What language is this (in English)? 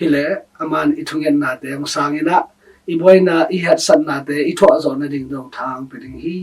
Tedim Chin